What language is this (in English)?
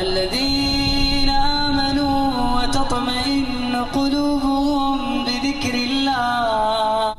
Kurdish